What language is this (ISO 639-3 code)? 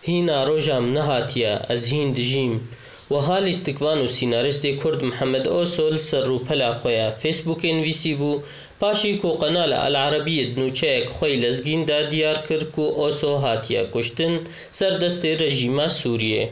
kur